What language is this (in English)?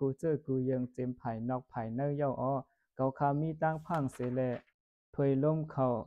Shan